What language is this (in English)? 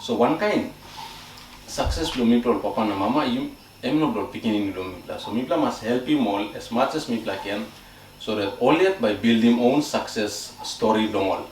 Tok Pisin